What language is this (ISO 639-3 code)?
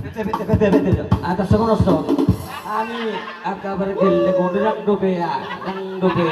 bbc